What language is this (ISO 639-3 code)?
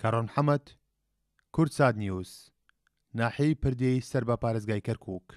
ckb